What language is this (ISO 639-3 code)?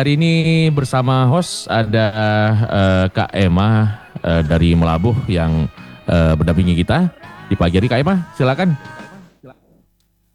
ind